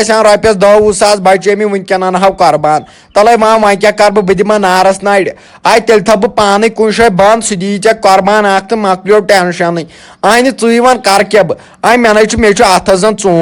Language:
Kashmiri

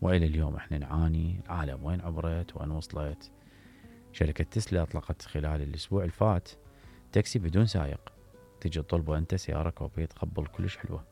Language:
Mesopotamian Arabic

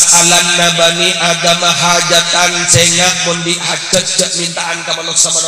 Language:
Madurese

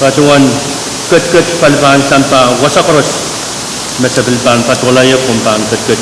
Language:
Pohnpeian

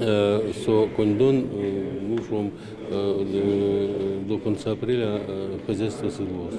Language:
Udmurt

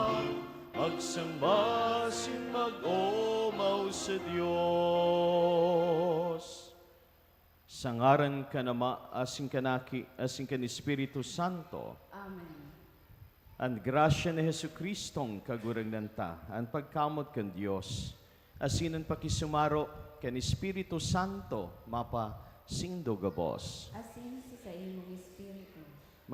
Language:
Bikol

